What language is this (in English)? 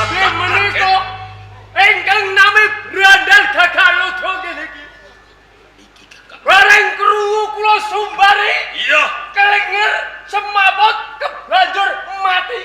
Javanese